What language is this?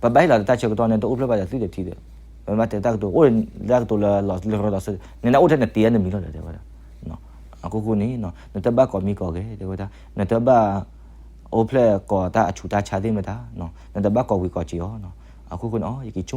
S'gaw Karen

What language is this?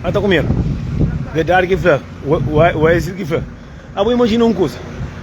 Kabuverdianu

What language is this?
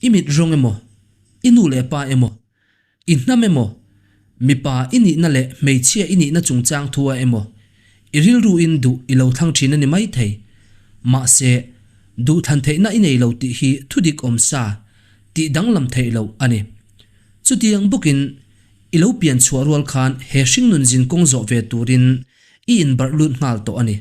Mizo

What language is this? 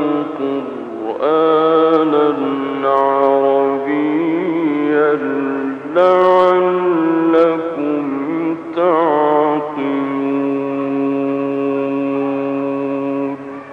Arabic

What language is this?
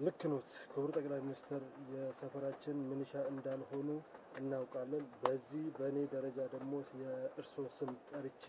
Amharic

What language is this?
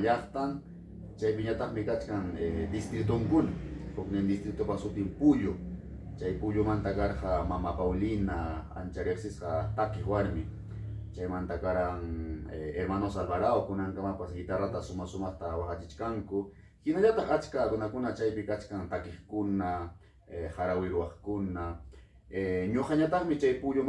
Ayacucho Quechua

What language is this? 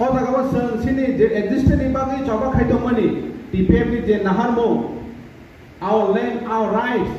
Riang (India)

